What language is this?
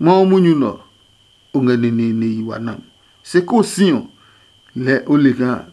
Adangme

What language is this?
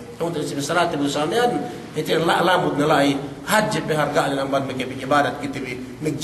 Yakan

